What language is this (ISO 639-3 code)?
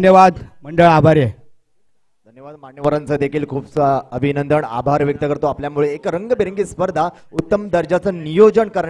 mar